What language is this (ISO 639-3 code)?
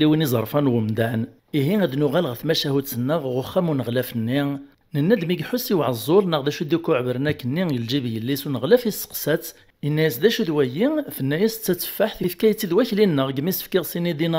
kab